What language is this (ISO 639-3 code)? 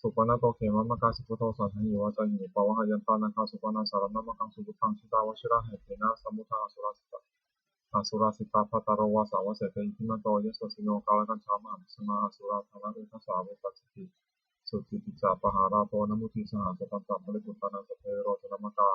pli